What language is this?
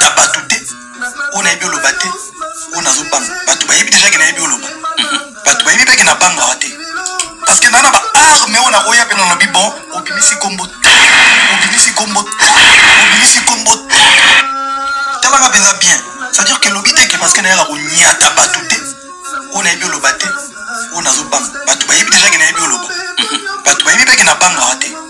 French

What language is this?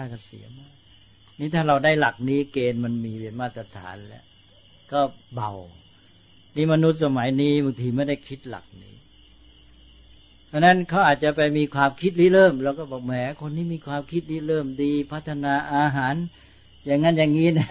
Thai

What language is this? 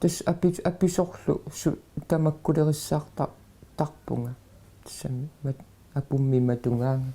Kalaallisut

